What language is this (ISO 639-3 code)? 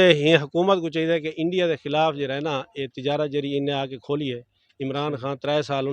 skr